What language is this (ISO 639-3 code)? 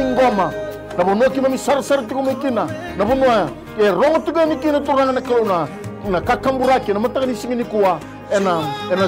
fij